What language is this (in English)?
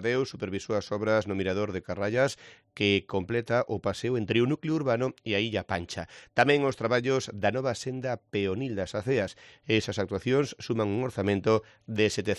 Galician